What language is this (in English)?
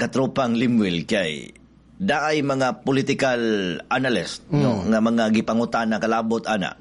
Cebuano